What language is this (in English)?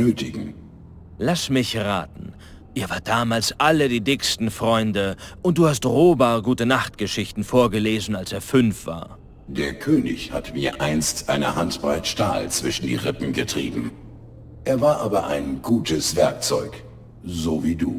Bavarian